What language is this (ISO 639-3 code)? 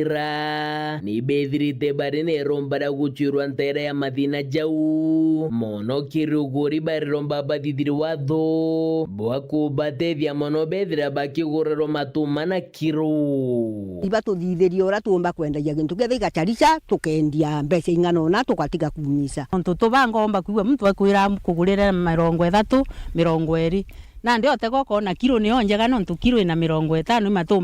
mer